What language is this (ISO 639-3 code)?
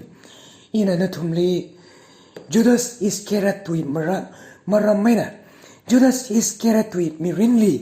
nmf